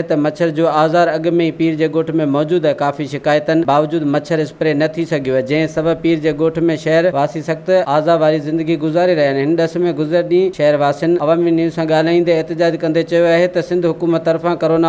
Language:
Sindhi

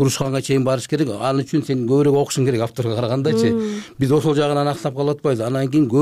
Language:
Kyrgyz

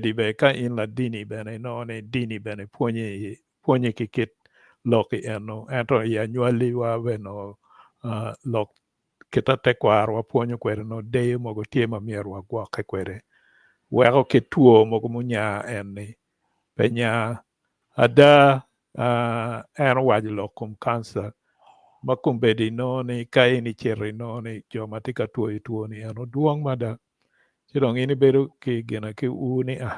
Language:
Acoli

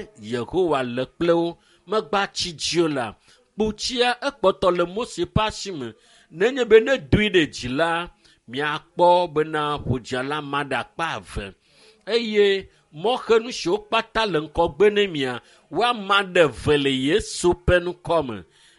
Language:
Ewe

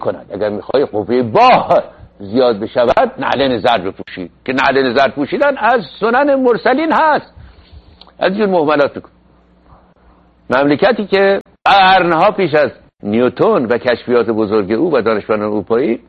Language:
Persian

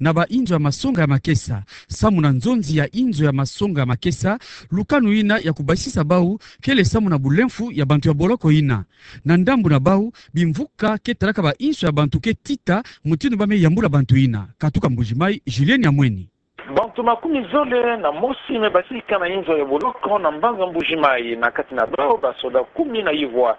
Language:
Kituba (Democratic Republic of Congo)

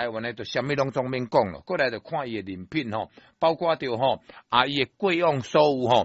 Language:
Min Nan Chinese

